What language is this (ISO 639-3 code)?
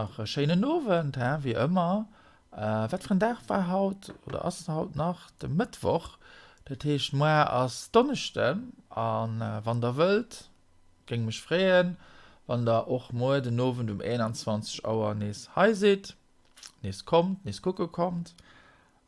ltz